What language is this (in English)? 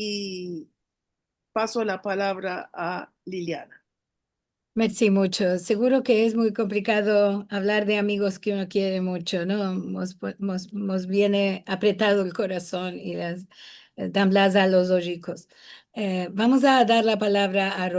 Ladino